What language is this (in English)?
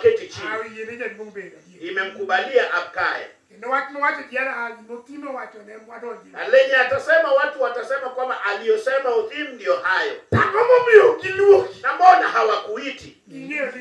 Luo (Kenya and Tanzania)